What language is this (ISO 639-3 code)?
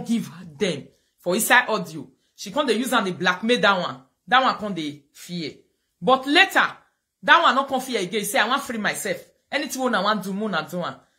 pcm